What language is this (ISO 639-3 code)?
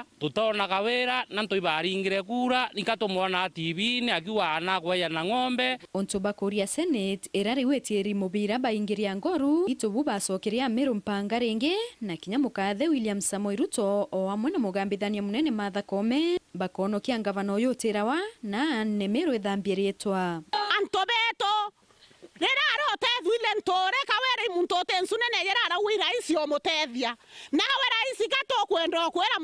mer